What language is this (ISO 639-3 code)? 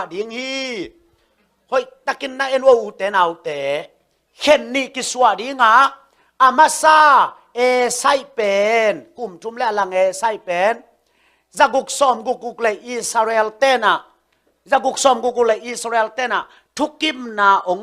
ctd